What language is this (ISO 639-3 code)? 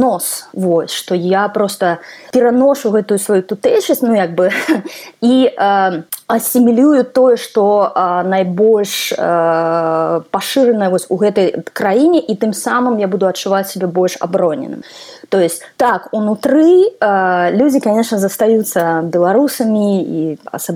bel